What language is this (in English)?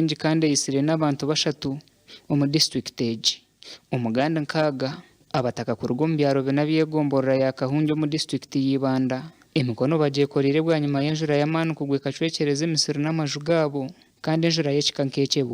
Nyankole